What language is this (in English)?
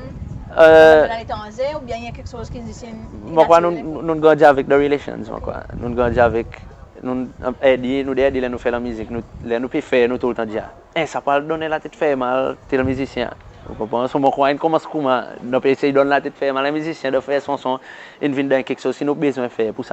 Seselwa Creole French